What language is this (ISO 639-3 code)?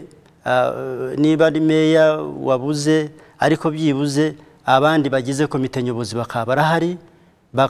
kin